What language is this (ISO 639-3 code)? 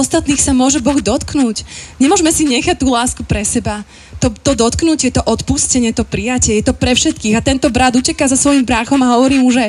slk